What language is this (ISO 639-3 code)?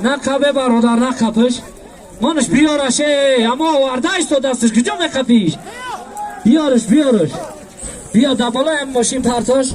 tgk